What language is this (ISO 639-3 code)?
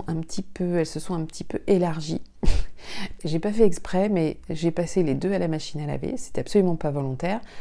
fra